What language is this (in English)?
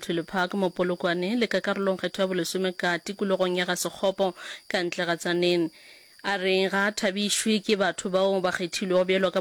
Northern Sotho